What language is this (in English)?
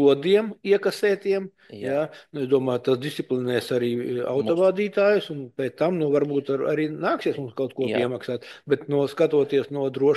Latvian